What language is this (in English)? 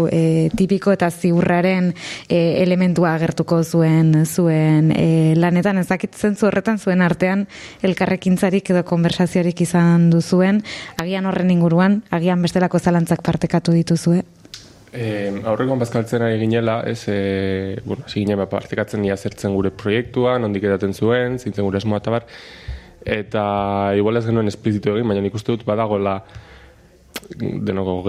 Basque